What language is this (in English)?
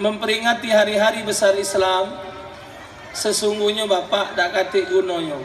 Musi